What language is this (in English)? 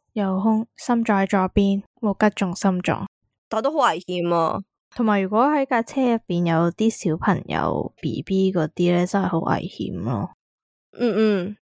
Cantonese